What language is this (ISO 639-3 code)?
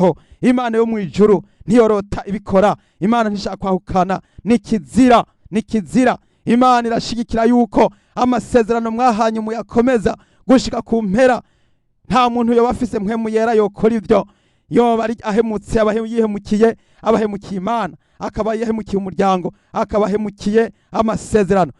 run